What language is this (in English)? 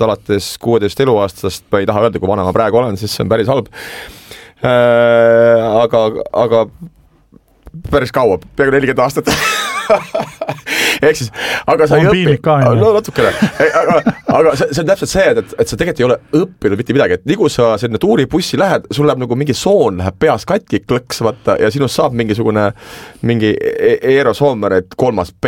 Estonian